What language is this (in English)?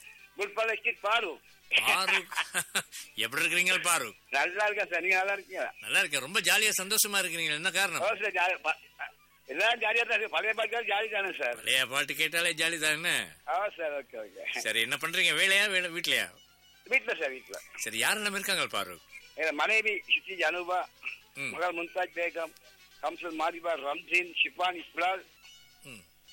Tamil